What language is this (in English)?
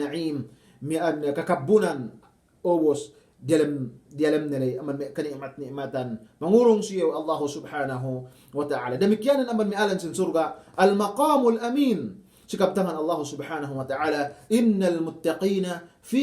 Yakan